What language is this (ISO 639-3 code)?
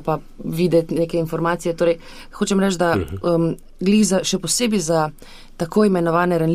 slv